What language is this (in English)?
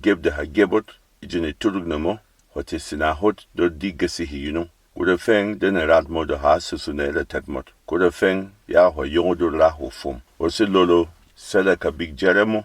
Berom